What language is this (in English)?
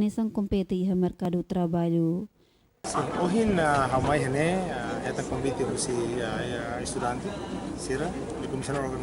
Tetum